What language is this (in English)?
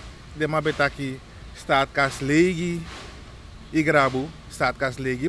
Sranan Tongo